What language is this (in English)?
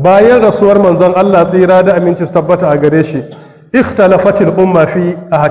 Hausa